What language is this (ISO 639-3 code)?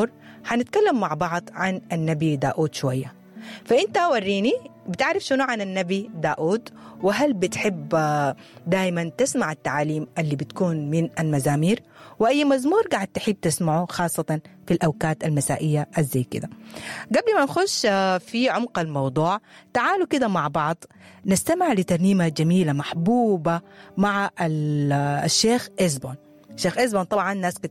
apd